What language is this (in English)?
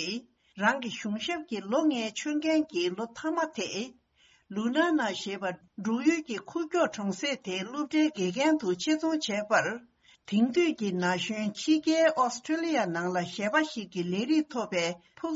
Tibetan